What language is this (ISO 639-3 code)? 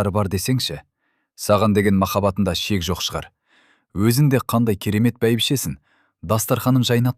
kaz